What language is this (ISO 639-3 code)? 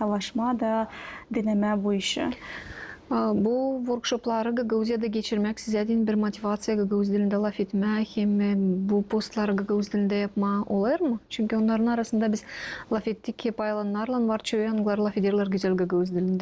gag